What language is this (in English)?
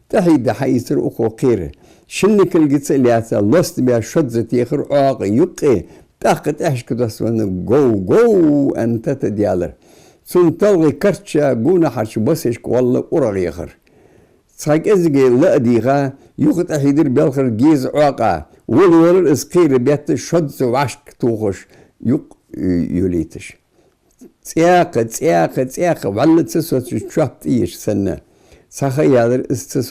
Ingush